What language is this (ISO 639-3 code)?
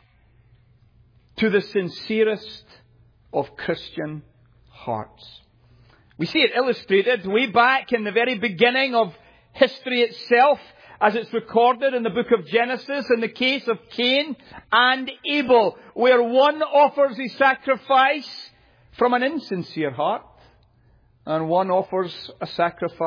eng